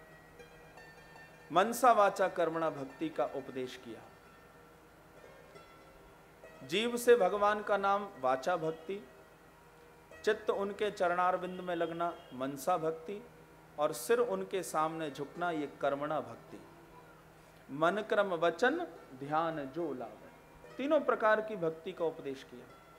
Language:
Hindi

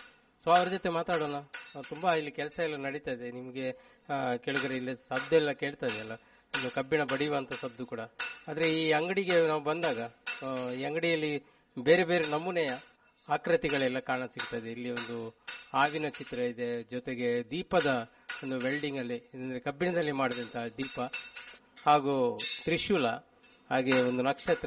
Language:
Kannada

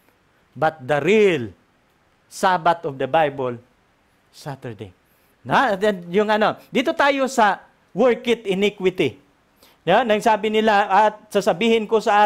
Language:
Filipino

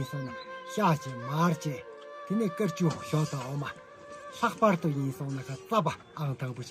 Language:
Tibetan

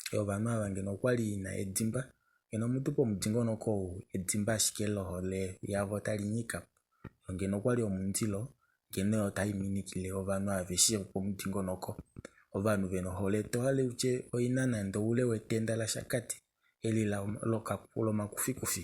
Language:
Kuanyama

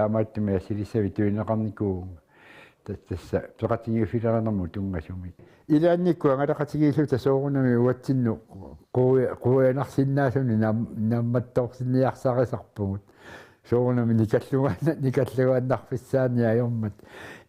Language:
Kalaallisut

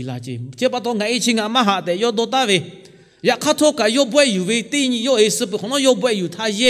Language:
Lahu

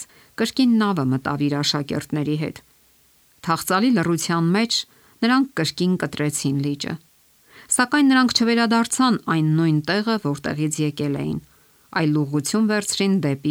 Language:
Armenian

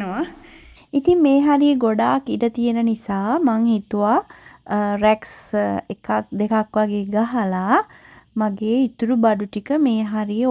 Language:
Sinhala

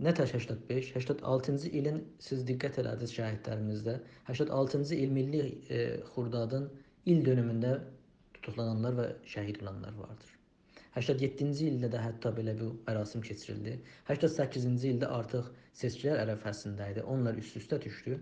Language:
South Azerbaijani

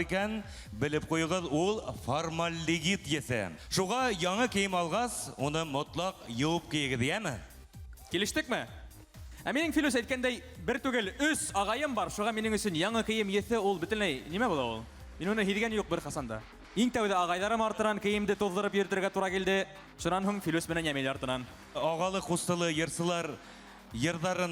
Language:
Bashkir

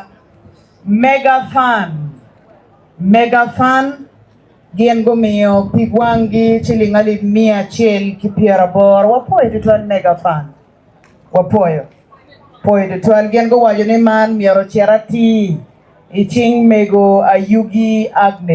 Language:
Acoli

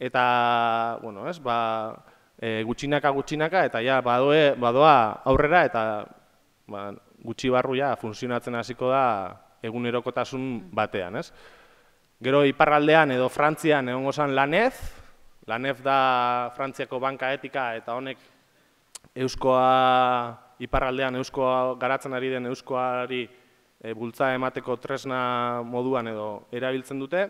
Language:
Basque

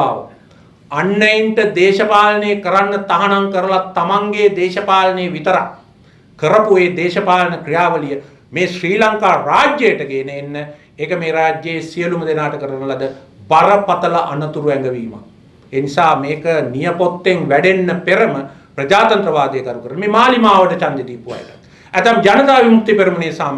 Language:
Sinhala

